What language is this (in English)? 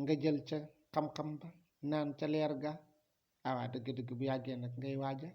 Wolof